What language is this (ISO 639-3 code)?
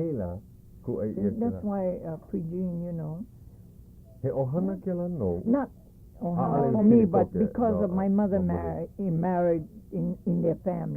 haw